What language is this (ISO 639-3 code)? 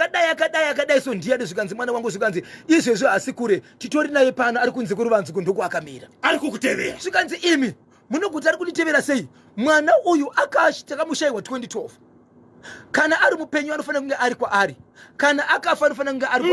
sna